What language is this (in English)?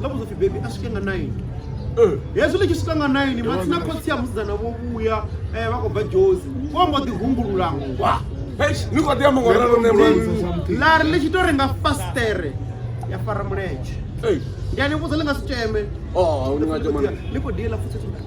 Venda